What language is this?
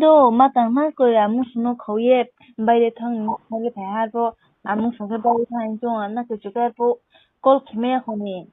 Riang (India)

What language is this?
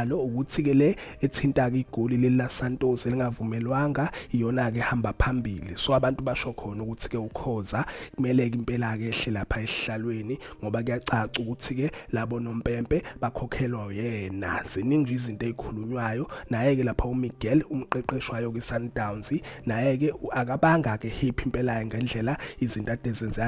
Zulu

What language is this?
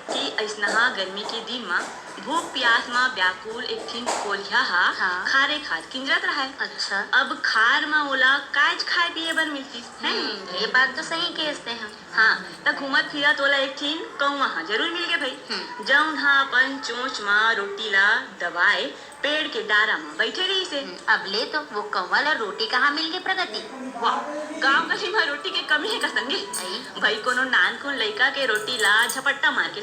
Chhattisgarhi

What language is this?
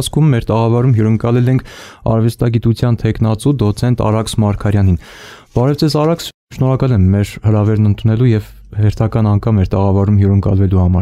Armenian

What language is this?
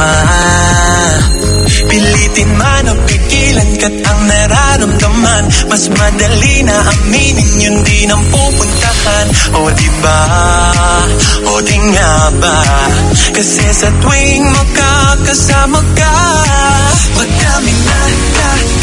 Filipino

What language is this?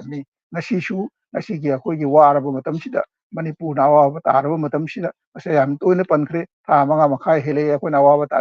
Manipuri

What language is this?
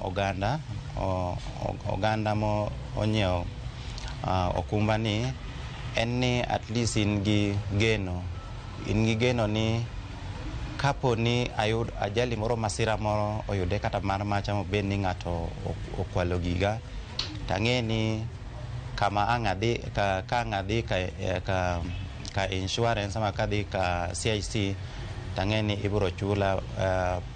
Luo (Kenya and Tanzania)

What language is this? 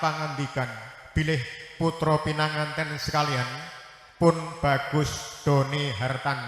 Javanese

